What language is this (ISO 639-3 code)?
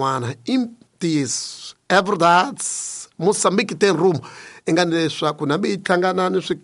tso